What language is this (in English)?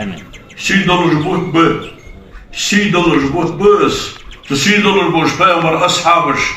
Ingush